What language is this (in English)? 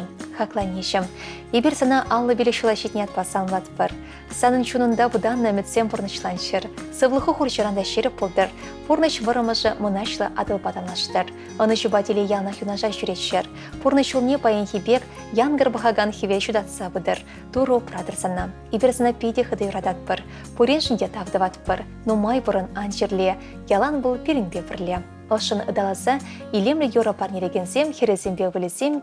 Chuvash